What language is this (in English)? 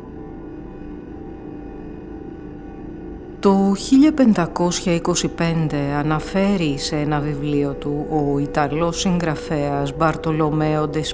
Greek